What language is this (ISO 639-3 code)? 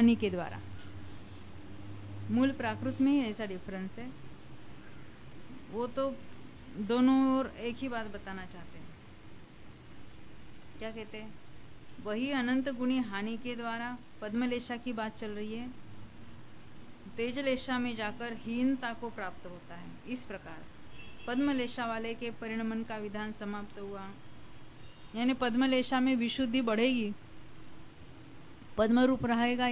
hin